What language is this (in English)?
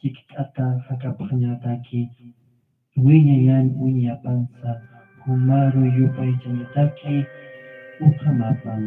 Aymara